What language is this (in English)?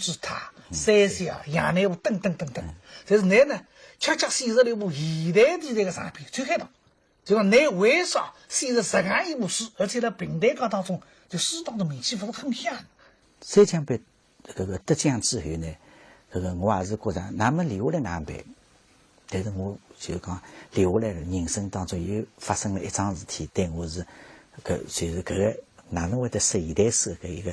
Wu Chinese